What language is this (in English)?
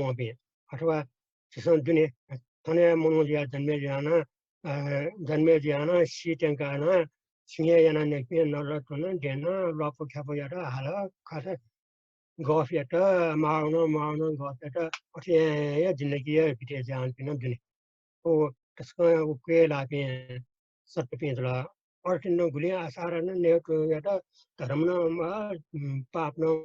Newari